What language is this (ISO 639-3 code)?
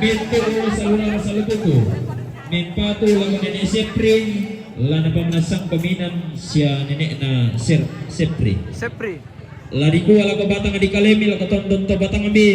sda